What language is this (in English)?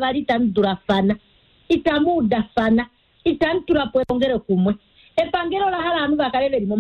Kuanyama